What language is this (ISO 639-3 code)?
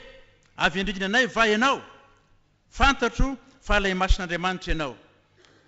mlg